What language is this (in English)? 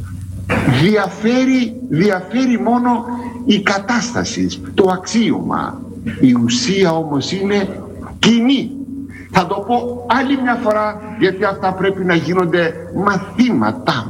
Greek